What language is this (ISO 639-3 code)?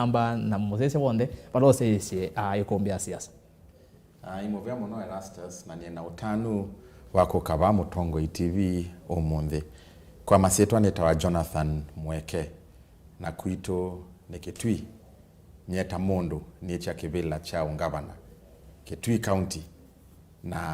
kam